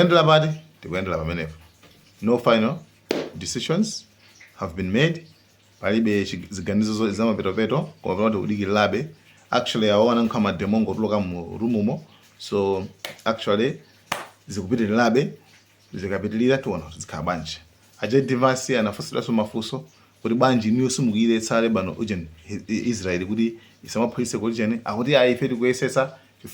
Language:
Nyanja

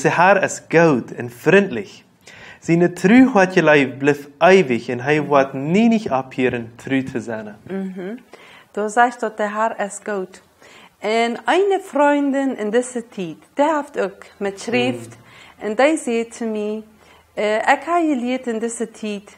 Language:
Plautdietsch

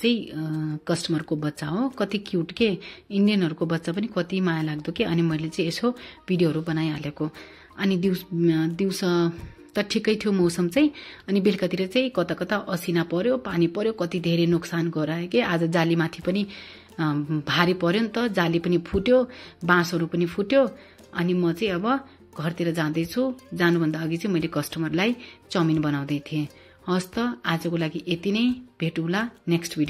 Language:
Nepali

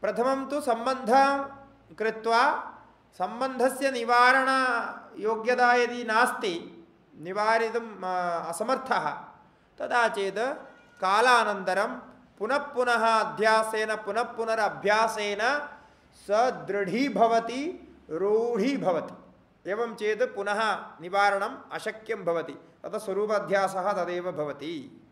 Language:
Sanskrit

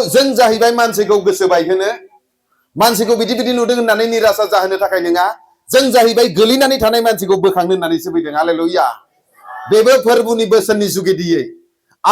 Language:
Bodo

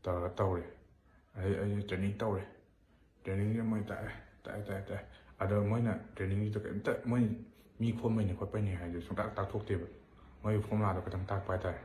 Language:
Manipuri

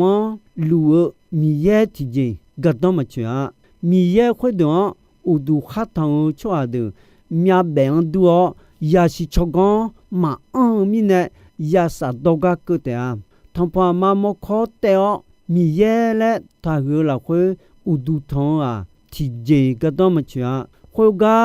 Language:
Akha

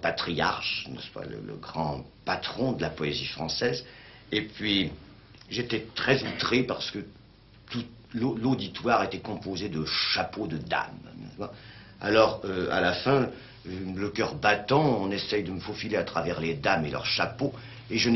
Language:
French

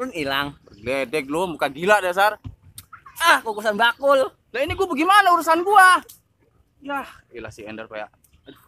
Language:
Betawi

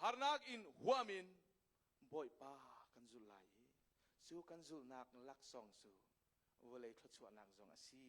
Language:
Hakha Chin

